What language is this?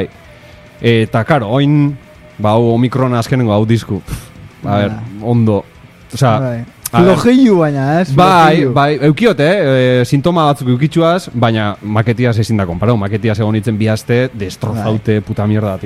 Basque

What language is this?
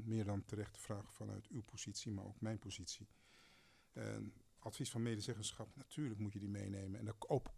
Dutch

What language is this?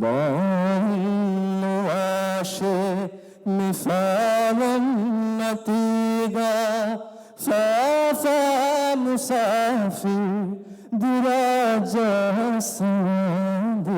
Divehi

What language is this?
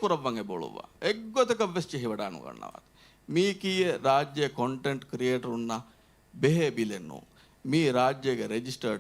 Divehi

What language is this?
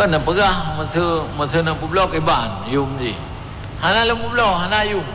Achinese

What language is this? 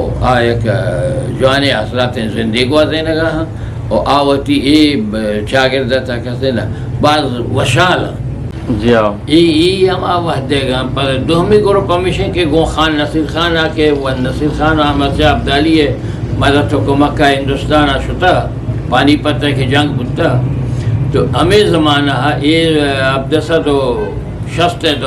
Eastern Balochi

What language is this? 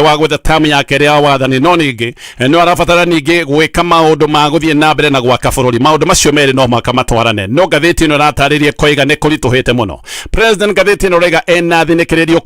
Kikuyu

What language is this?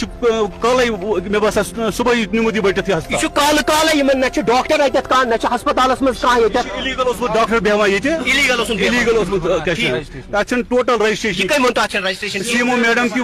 Kashmiri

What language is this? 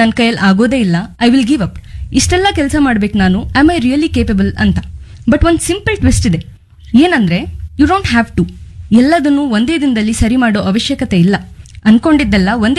Kannada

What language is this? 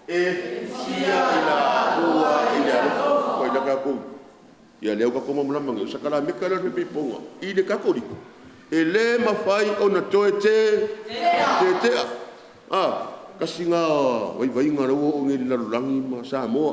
Samoan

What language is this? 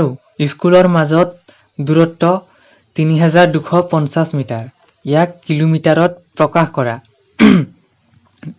Assamese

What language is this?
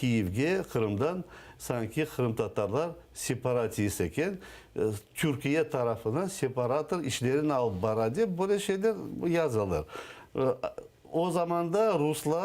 Crimean Tatar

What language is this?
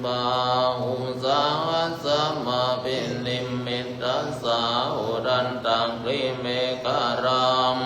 Pali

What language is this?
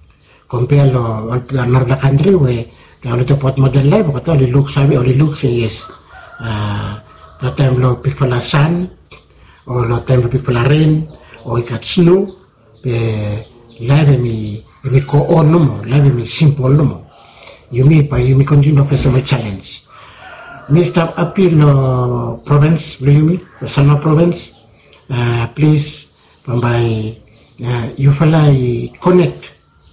Bislama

